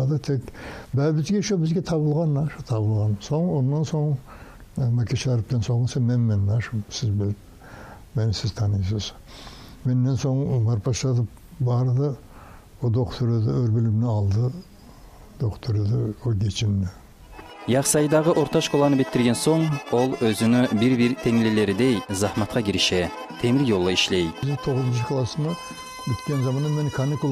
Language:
Kumyk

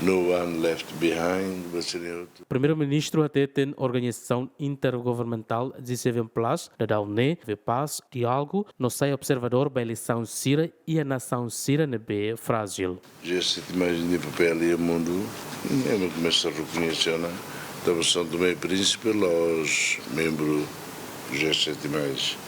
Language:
Tetum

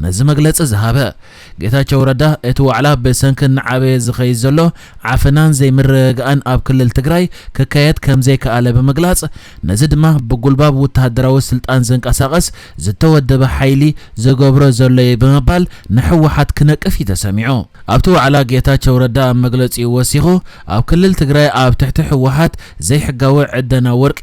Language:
Tigrinya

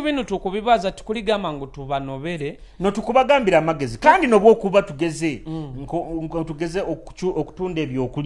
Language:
Nyoro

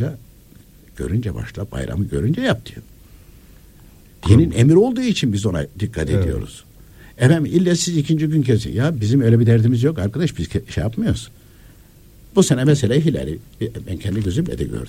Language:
Turkish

